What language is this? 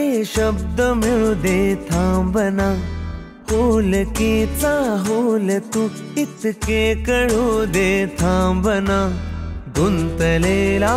Marathi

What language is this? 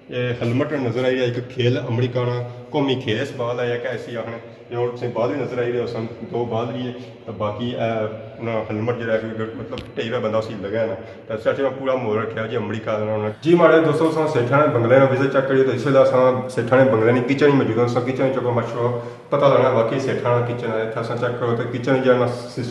Pahari-Potwari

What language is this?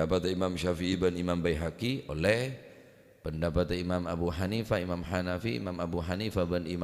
Madurese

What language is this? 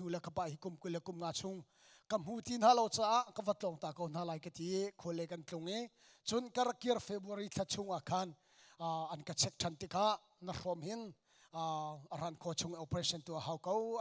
Hakha Chin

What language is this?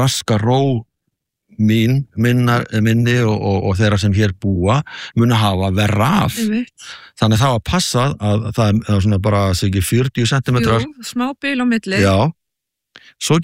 Icelandic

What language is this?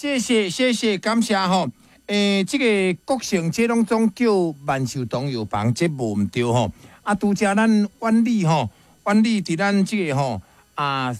Min Nan Chinese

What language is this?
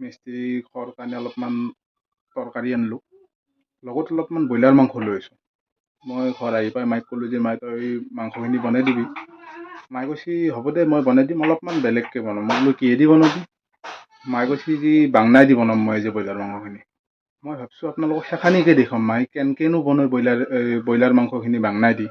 Assamese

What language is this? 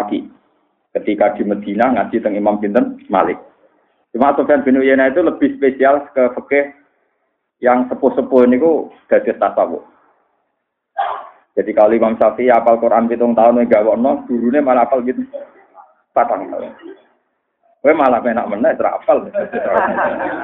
Javanese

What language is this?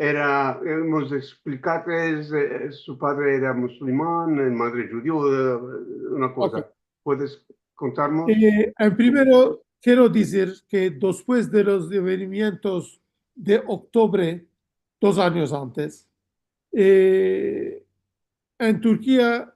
Ladino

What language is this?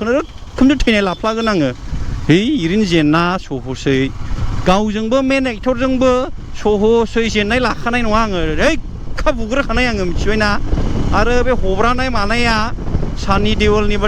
Bodo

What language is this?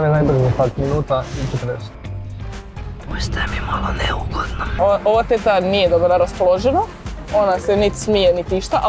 Croatian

